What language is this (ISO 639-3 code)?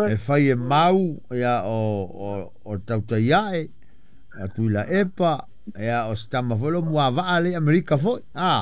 smo